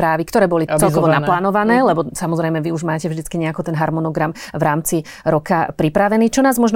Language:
Slovak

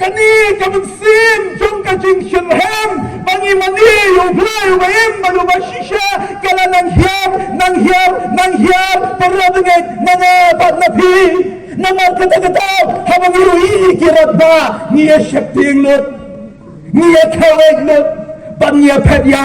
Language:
Khasi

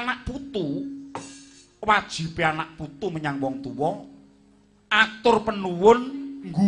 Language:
Javanese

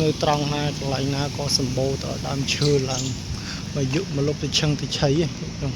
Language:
Khmer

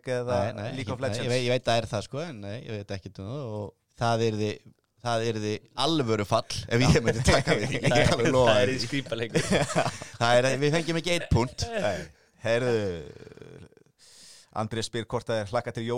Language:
Icelandic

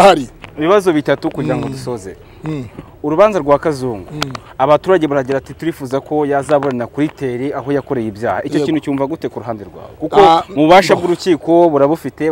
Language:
Kinyarwanda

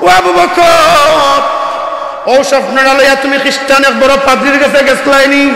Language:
Sylheti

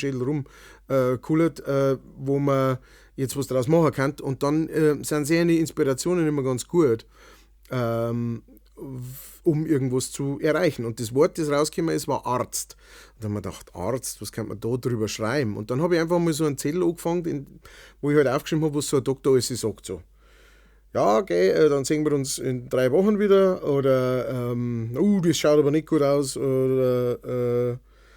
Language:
Bavarian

